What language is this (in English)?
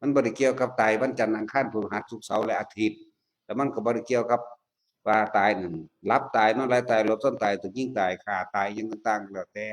Northeastern Thai